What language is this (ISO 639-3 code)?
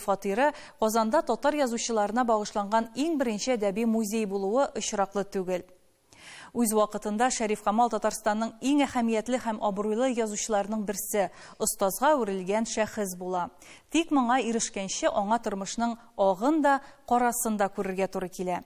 tat